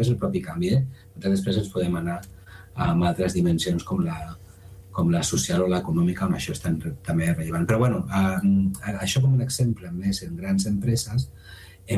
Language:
Catalan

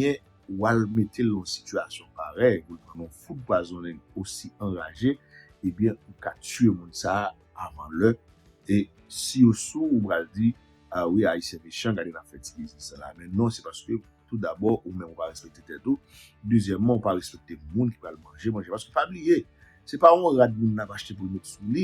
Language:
Haitian Creole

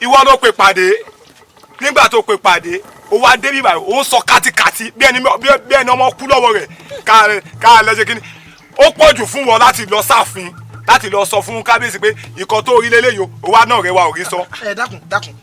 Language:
Yoruba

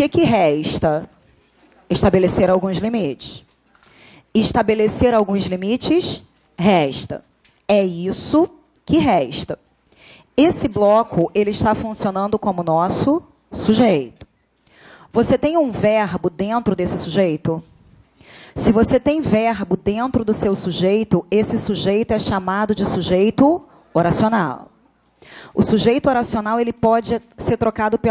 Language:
Portuguese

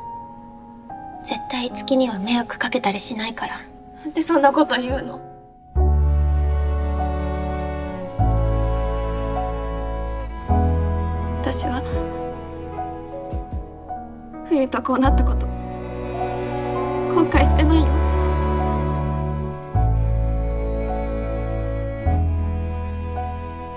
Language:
Japanese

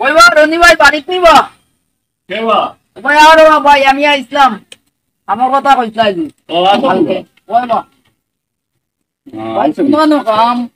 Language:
Sylheti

